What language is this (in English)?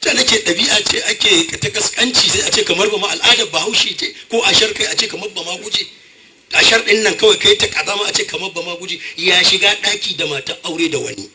Hausa